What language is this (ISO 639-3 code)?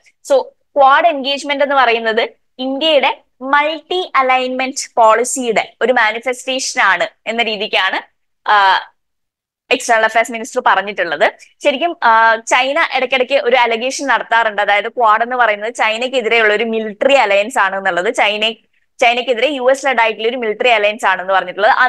mal